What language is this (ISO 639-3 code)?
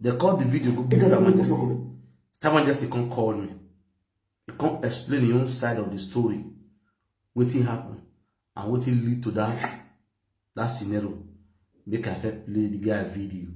pcm